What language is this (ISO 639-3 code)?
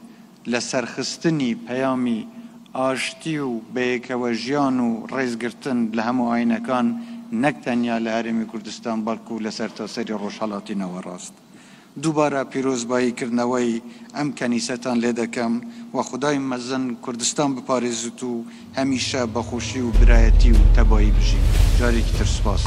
kur